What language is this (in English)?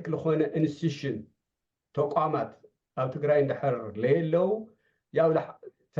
Tigrinya